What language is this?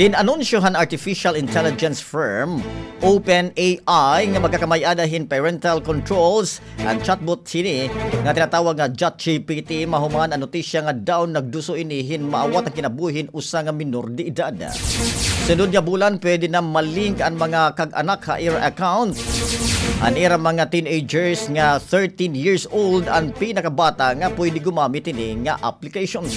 Waray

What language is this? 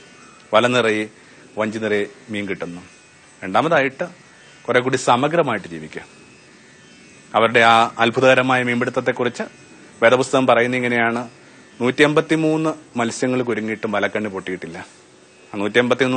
Malayalam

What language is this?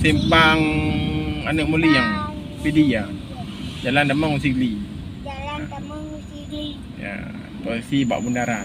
Achinese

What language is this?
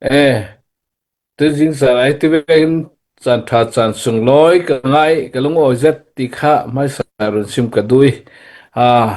Falam Chin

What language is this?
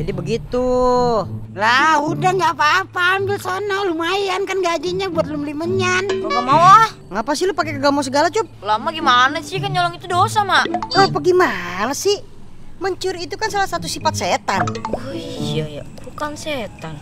Betawi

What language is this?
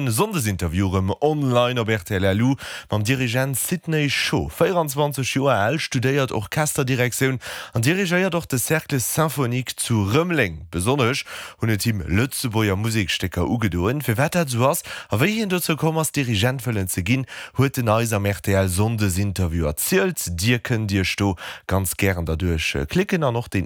Luxembourgish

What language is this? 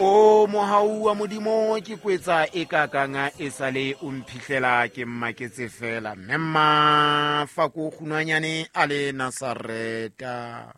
Southern Sotho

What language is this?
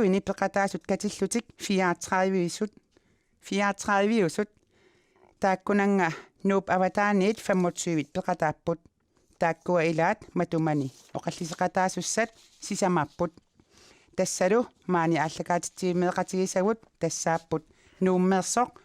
Kalaallisut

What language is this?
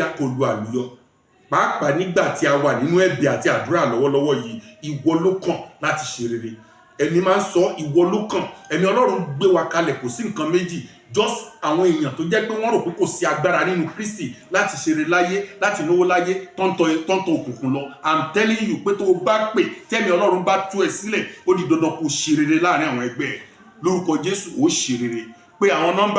Yoruba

